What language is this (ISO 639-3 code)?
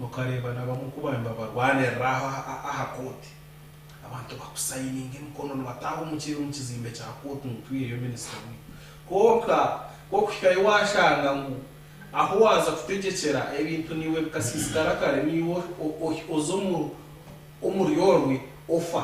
nyn